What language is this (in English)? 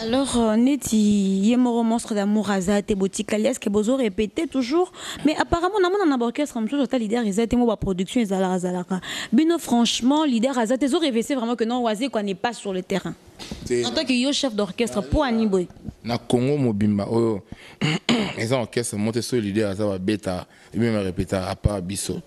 Lingala